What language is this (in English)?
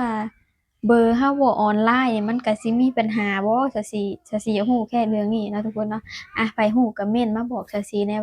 Lao